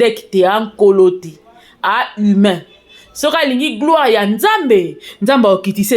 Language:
Lingala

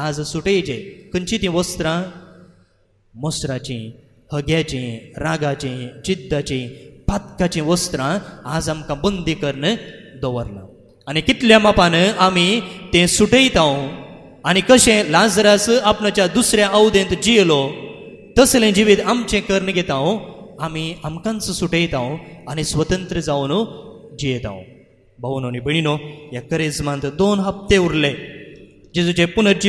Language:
Konkani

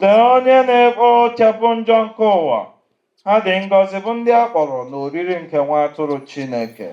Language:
Igbo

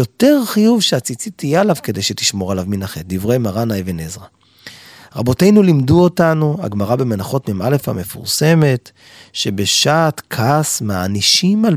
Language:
Hebrew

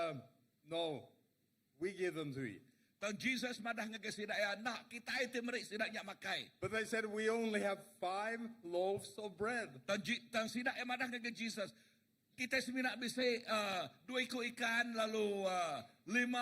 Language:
Iban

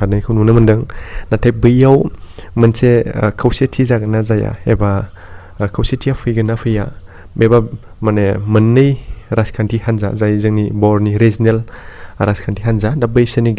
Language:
Bodo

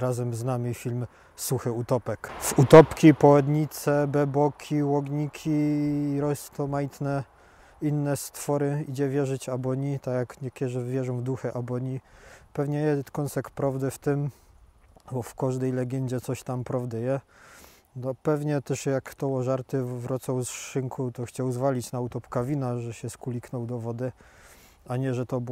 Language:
Silesian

